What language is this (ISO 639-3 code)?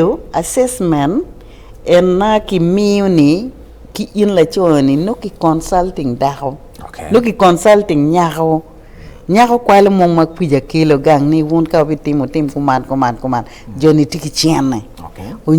ach